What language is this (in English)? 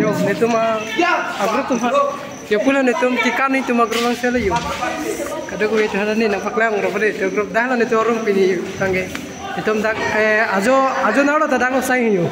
Karbi